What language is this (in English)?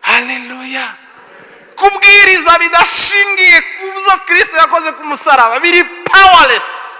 Kinyarwanda